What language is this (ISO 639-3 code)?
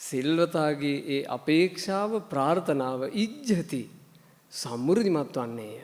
sin